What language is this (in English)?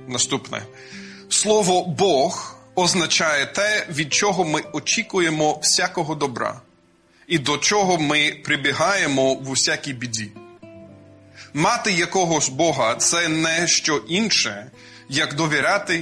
Ukrainian